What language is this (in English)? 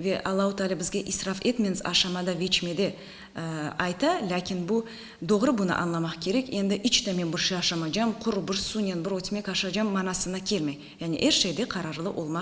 Crimean Tatar